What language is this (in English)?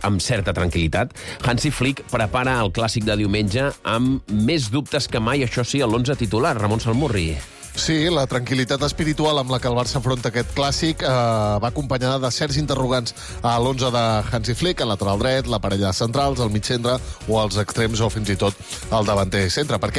Catalan